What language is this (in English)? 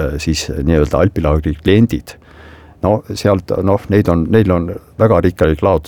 Estonian